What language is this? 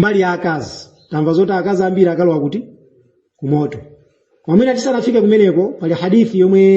Nyanja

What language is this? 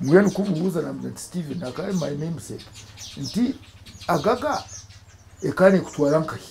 Nyankole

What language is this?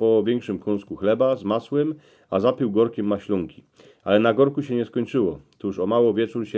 Silesian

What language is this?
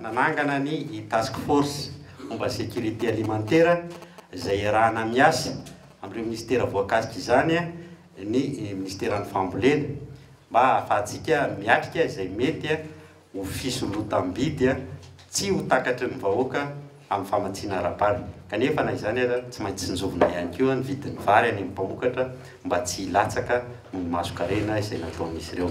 Malagasy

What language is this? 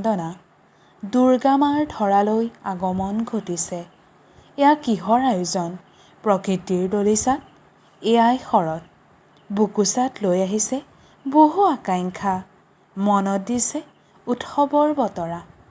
Assamese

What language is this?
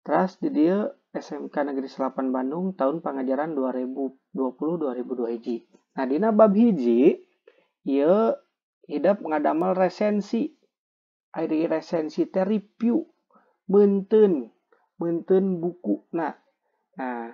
Sundanese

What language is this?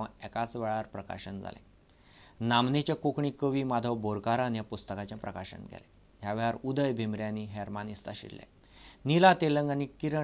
Konkani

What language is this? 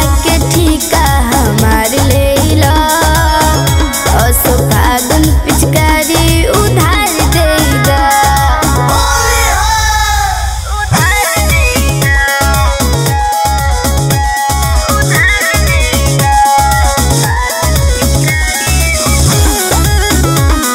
Bhojpuri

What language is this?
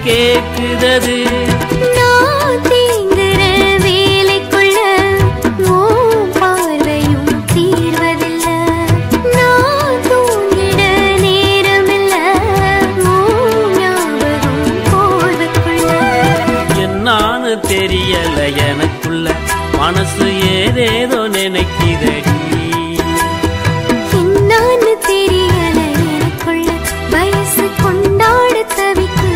Tamil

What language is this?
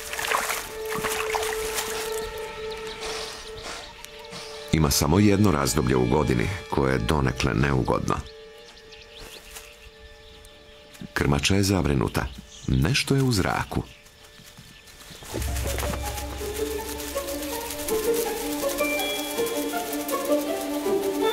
Croatian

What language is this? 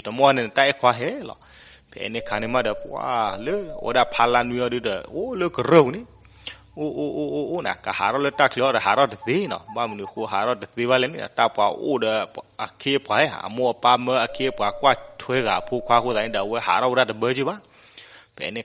S'gaw Karen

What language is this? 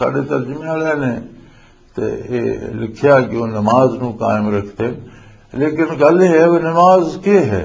Western Panjabi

